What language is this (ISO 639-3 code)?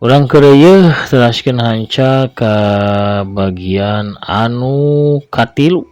sun